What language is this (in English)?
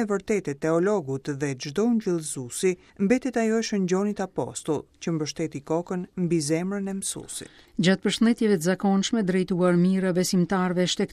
Albanian